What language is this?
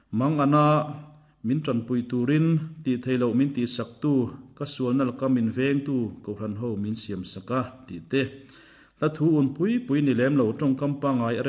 Mizo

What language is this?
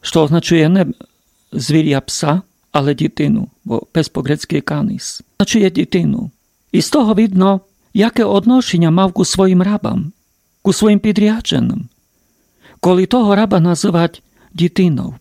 Rusyn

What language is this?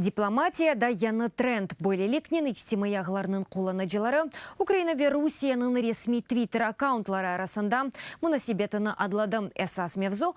Crimean Tatar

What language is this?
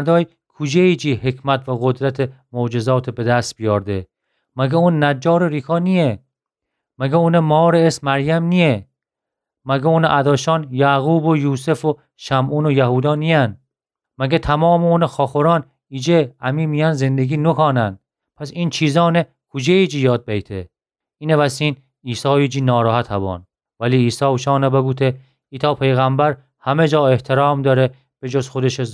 Gilaki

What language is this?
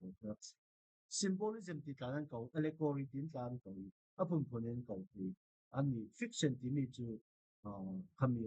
Falam Chin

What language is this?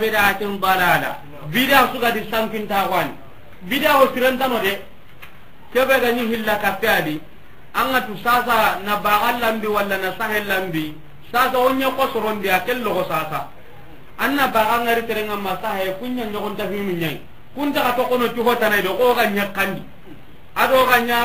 Soninke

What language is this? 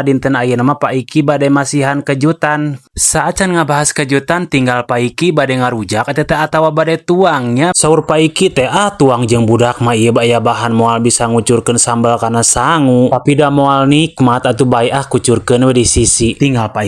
Sundanese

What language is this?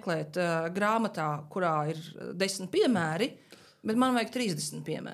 Latvian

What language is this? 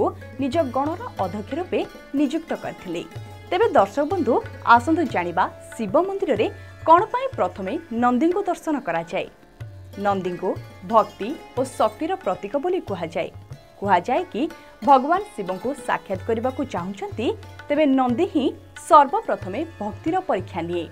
Odia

